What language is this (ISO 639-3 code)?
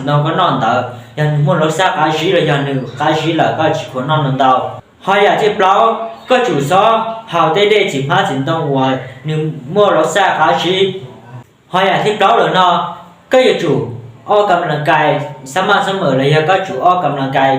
hmn